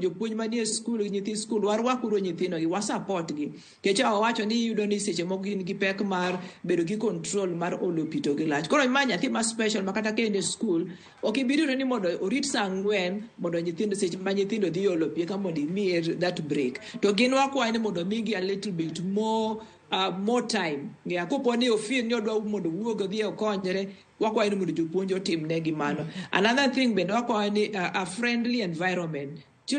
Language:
Luo (Kenya and Tanzania)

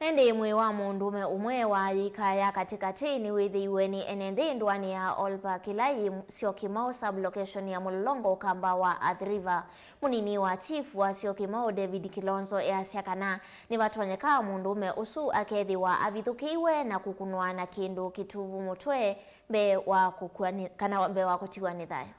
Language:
Kamba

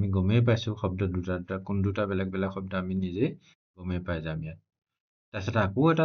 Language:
Assamese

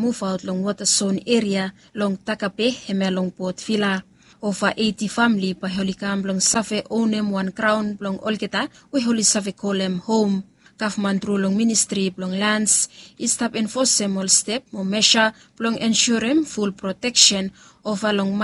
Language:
Bislama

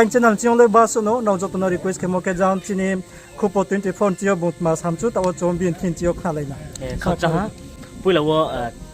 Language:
Riang (India)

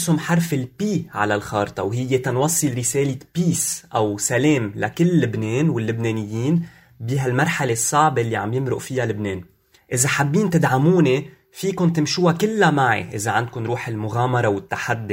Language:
North Levantine Arabic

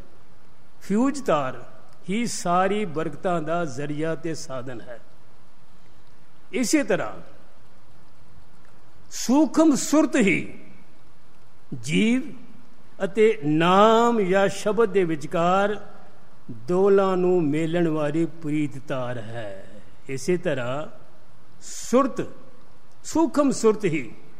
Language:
Punjabi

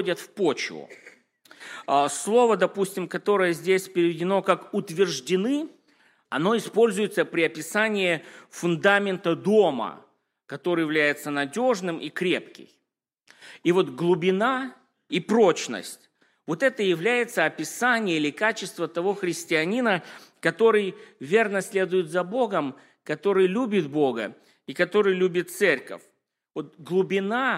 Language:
Russian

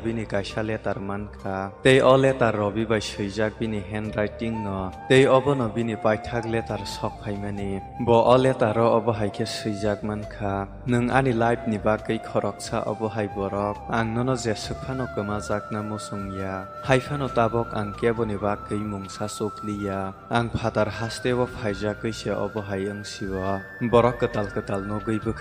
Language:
Kok Borok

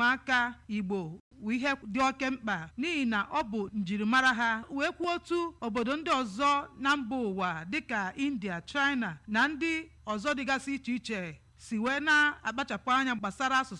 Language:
Igbo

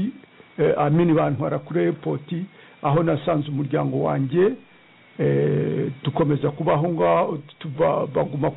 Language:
Kinyarwanda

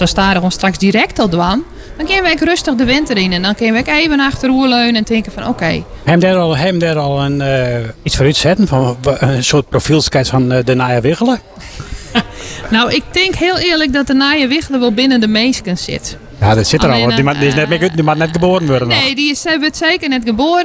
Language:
Dutch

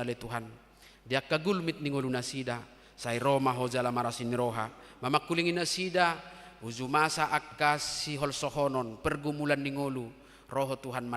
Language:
Batak Toba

